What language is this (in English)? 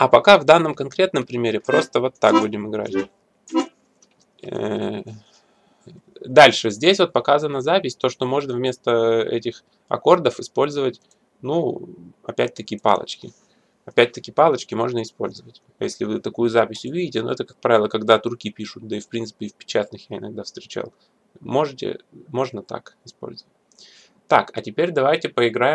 Russian